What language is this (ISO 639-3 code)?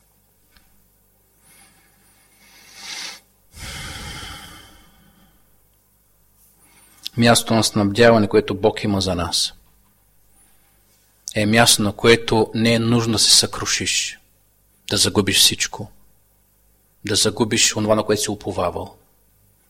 bul